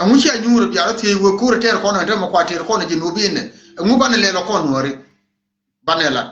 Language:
Nuer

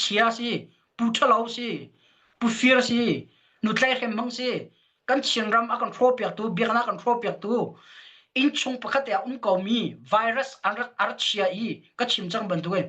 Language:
Hakha Chin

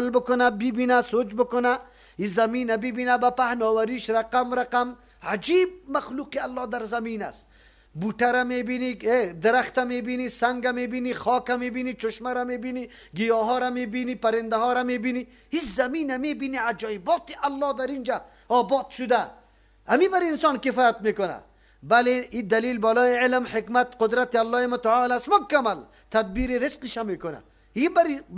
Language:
Persian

